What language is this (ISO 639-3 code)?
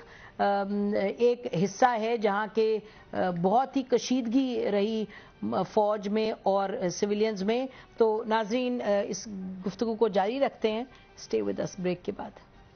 urd